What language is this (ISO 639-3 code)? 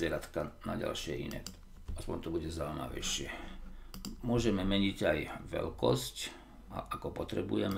slk